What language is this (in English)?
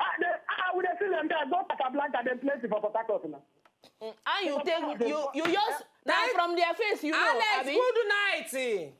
Nigerian Pidgin